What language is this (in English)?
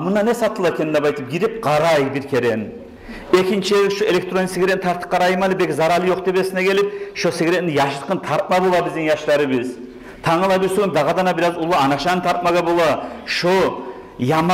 Kumyk